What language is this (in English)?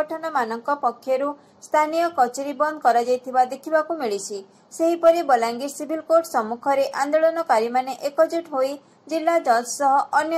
Odia